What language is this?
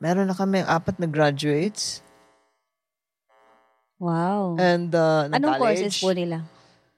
Filipino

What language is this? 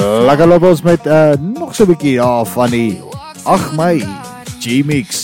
Afrikaans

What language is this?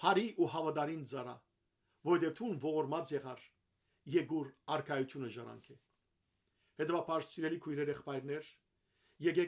Western Armenian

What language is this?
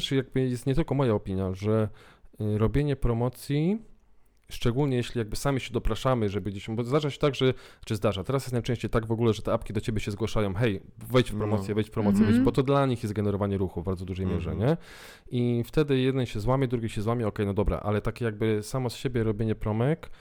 Polish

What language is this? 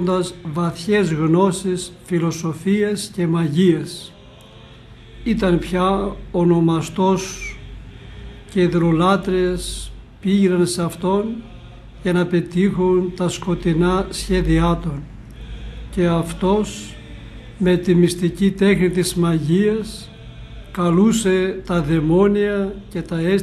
Greek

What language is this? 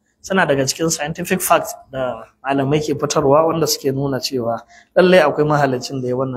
Hausa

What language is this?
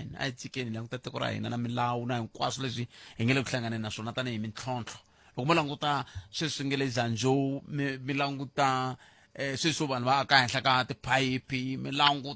Tsonga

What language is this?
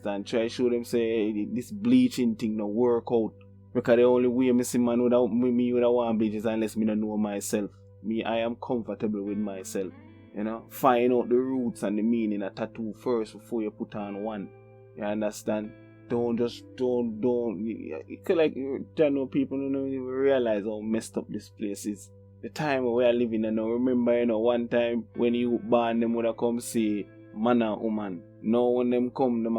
Jamaican Creole English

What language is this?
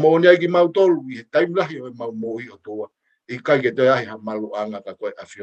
Tongan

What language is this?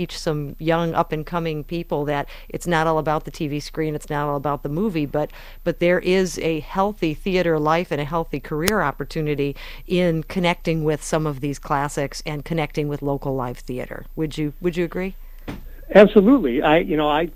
English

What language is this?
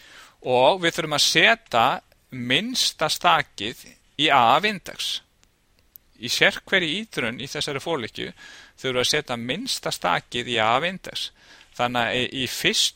Icelandic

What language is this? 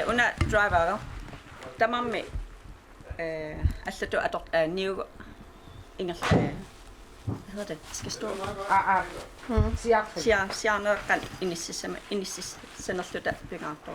Kalaallisut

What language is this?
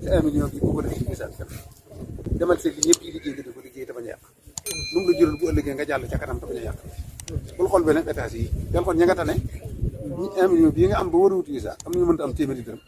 Wolof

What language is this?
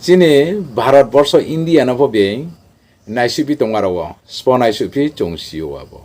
Riang (India)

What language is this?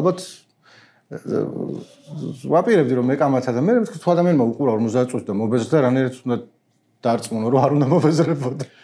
Georgian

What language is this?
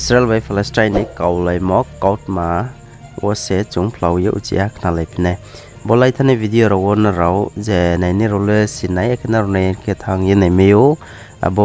Riang (India)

